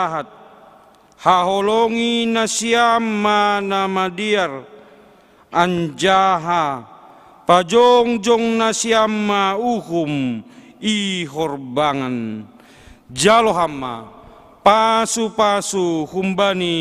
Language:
Batak Simalungun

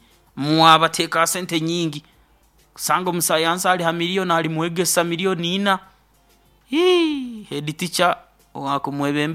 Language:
Nyoro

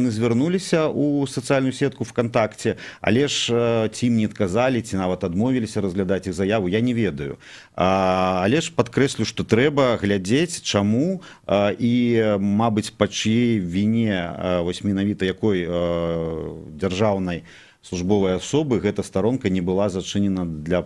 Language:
Belarusian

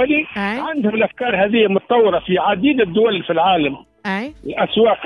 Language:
Tunisian Arabic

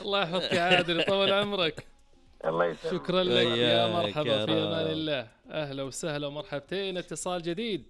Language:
Najdi Arabic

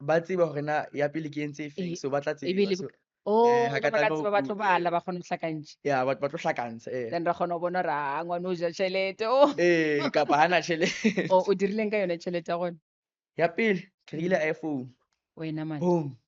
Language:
Northern Sotho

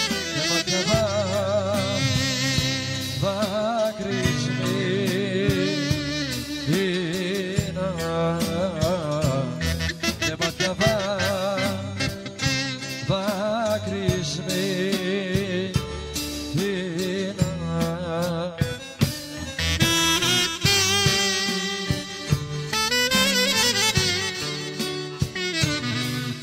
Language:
Greek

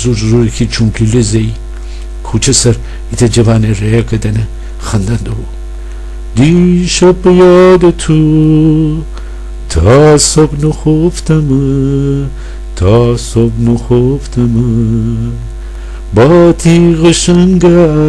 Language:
Gilaki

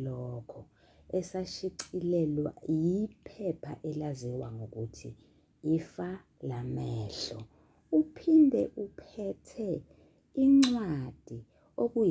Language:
Zulu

